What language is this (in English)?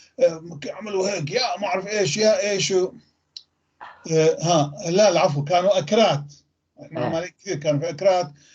North Levantine Arabic